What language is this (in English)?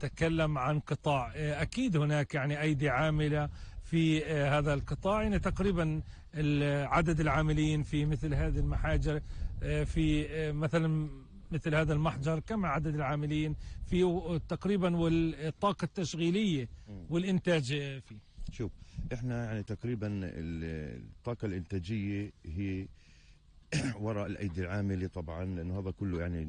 North Levantine Arabic